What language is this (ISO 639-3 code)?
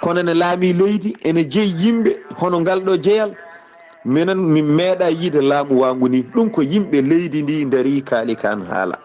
ful